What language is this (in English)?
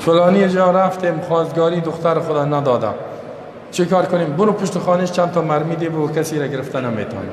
Persian